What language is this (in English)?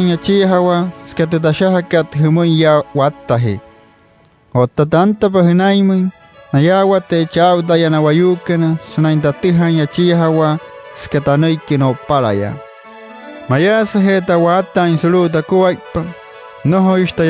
Wayuu